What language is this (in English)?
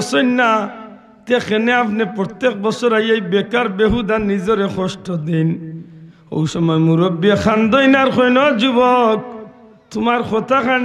Sylheti